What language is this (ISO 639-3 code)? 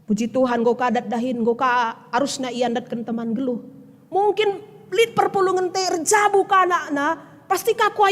btx